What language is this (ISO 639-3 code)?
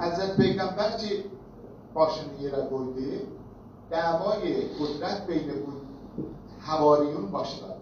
azb